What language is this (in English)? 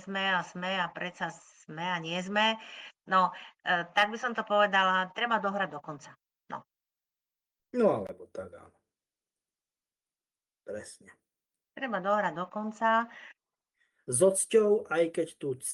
Slovak